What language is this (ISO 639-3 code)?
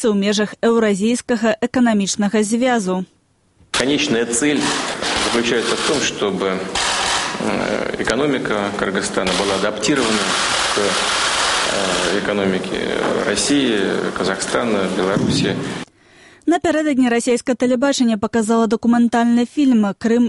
bel